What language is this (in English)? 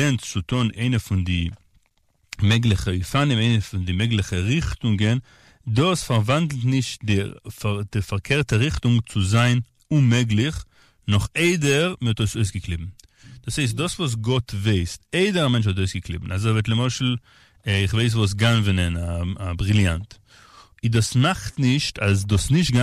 Yiddish